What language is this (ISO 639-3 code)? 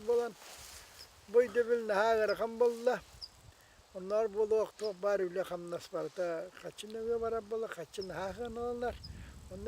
sah